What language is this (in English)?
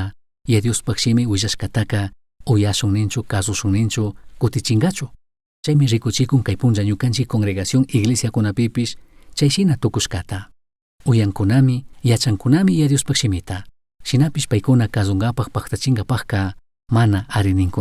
Chimborazo Highland Quichua